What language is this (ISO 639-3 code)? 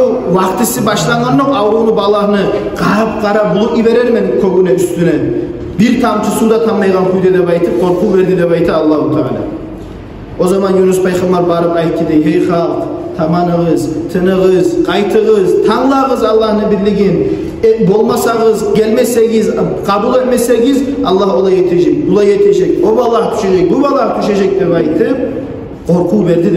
kum